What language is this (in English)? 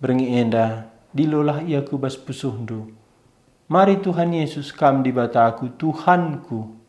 Batak Karo